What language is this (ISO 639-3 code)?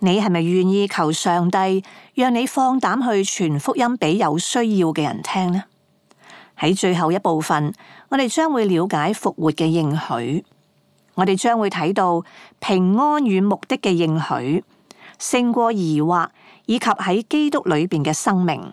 yue